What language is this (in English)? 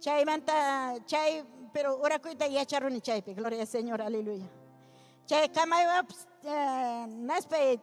Ayacucho Quechua